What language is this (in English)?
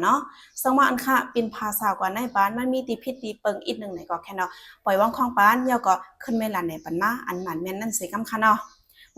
Shan